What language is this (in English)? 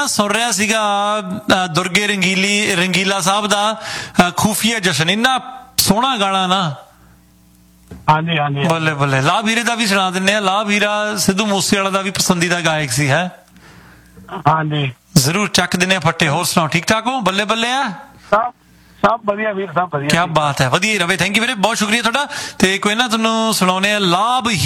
Punjabi